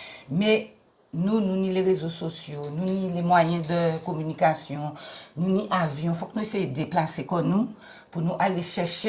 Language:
Guadeloupean Creole French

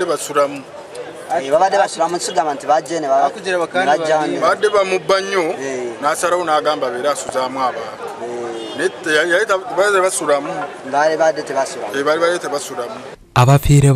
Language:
Nyankole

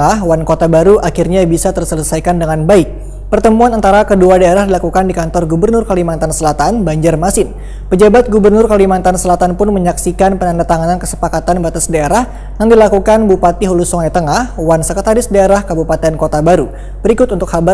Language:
Banjar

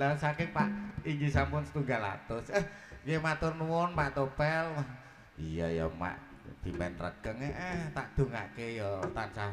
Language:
Javanese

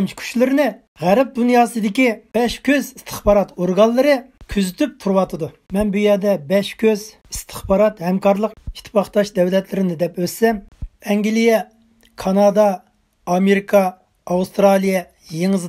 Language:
Uyghur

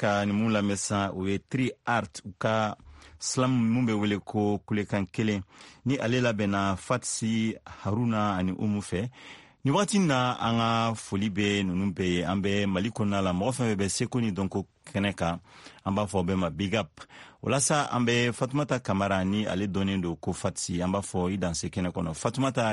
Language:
Bambara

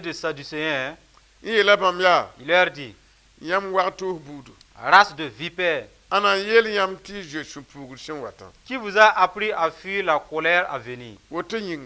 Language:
Mossi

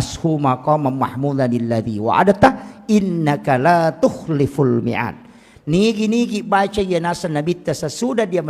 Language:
Buginese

